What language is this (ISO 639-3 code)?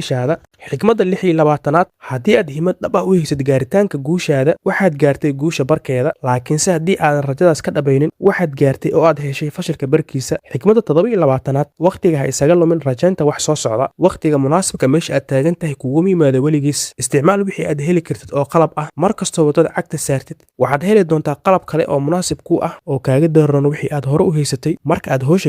som